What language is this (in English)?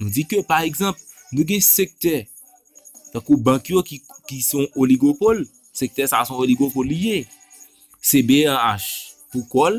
Haitian Creole